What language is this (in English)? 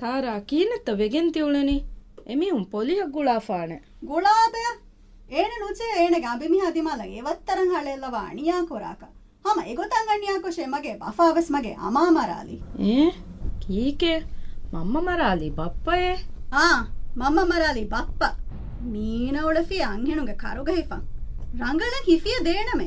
Divehi